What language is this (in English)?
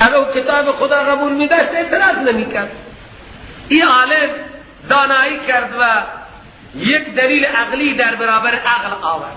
Persian